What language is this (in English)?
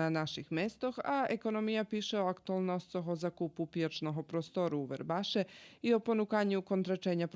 Rusyn